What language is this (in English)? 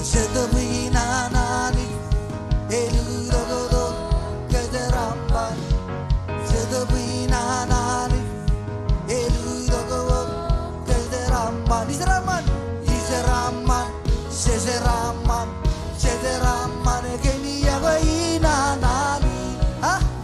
Marshallese